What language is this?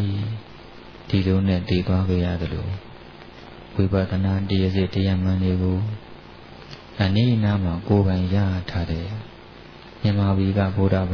Burmese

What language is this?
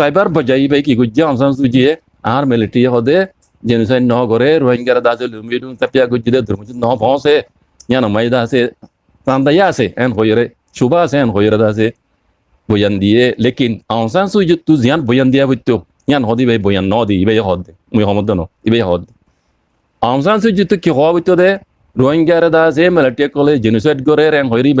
Rohingya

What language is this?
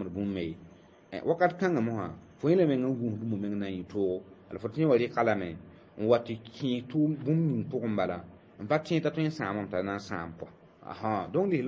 Mossi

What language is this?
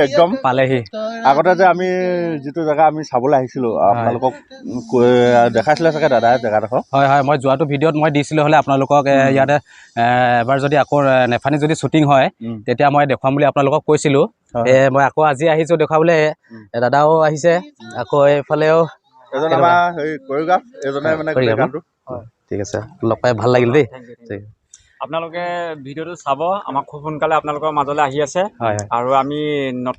Assamese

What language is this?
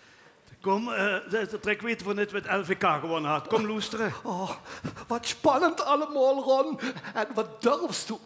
Limburgish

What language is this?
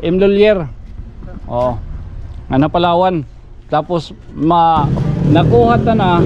Waray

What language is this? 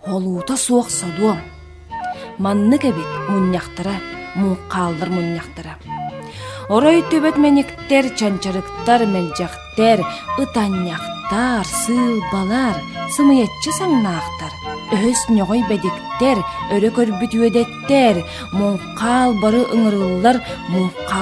Yakut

